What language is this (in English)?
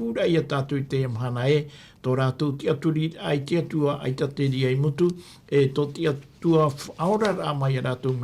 Tahitian